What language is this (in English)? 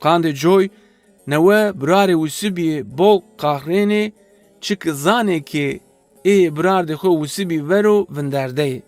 Zaza